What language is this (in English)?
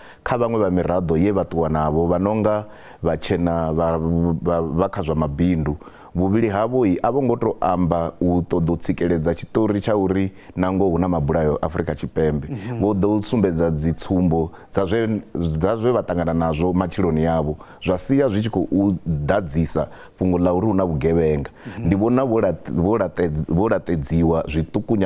Venda